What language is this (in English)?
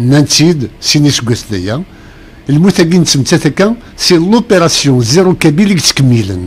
Kabyle